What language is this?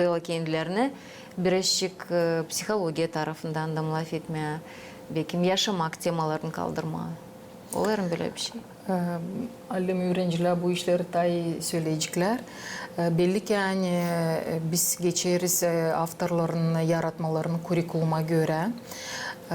Gagauz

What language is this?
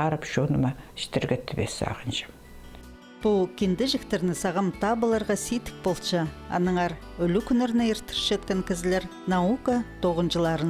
Khakas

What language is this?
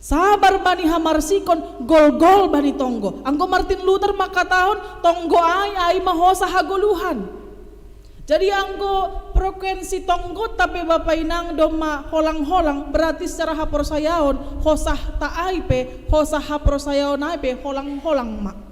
Batak Simalungun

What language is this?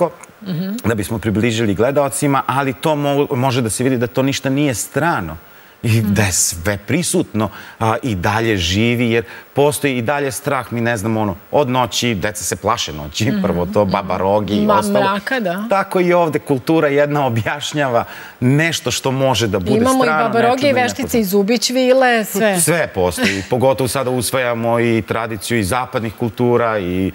Serbian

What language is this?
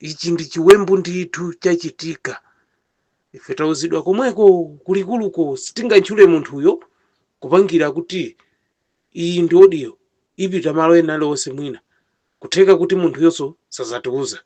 Nyanja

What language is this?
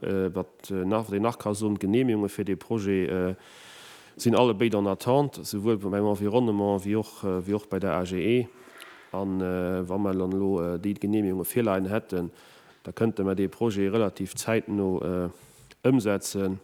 Luxembourgish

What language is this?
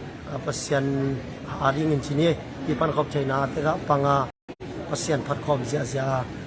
Tedim Chin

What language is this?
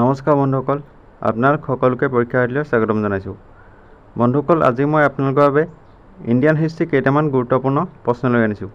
Assamese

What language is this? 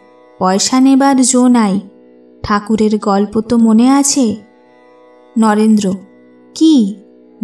Bangla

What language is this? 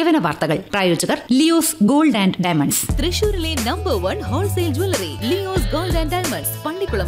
Malayalam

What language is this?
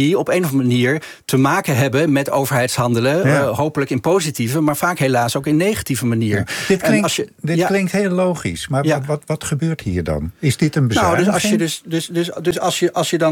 Dutch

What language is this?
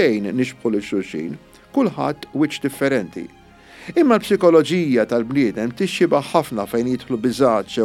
Maltese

